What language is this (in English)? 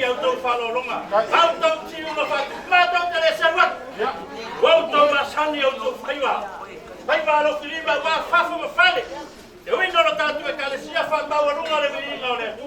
Samoan